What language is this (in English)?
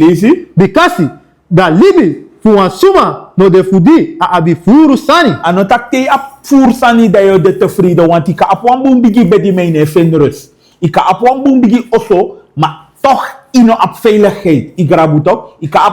Sranan Tongo